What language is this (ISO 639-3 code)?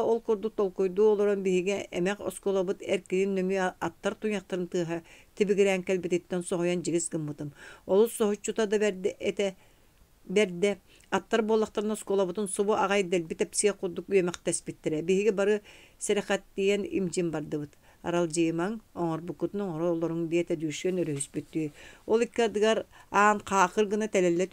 sah